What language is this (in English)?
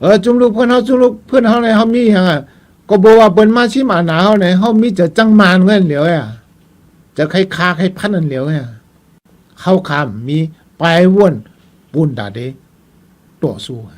Shan